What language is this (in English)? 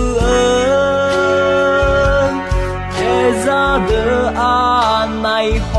Akha